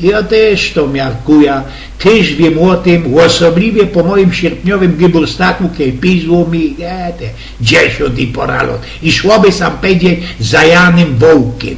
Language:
Silesian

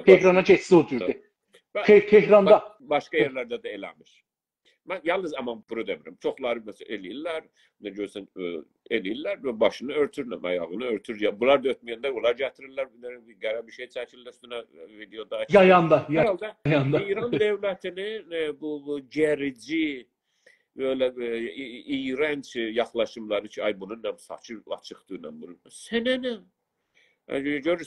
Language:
South Azerbaijani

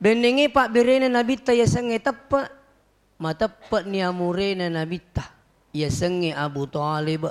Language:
Buginese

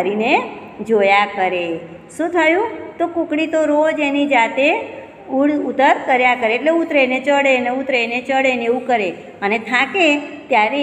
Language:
Gujarati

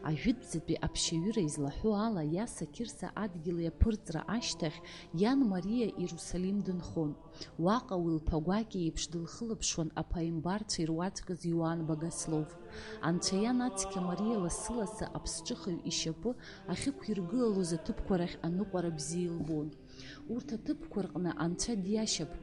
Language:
Abkhazian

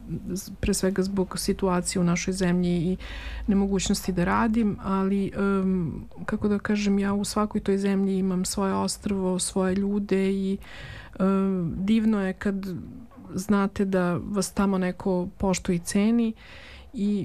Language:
Serbian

